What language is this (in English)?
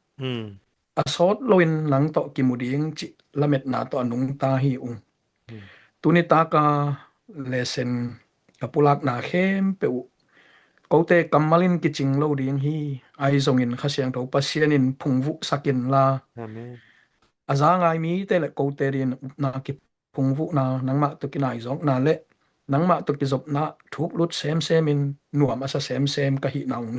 Tedim Chin